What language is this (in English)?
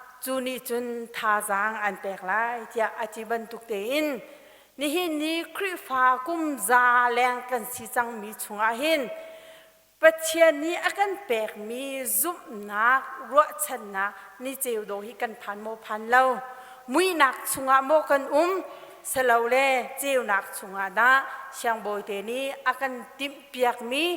Hakha Chin